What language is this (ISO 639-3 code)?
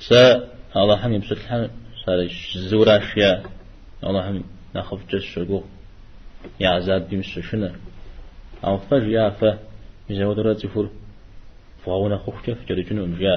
kbd